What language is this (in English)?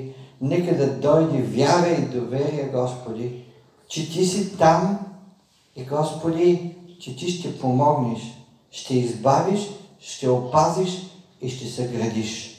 Bulgarian